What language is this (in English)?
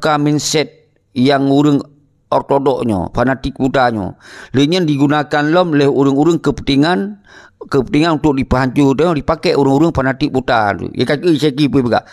Achinese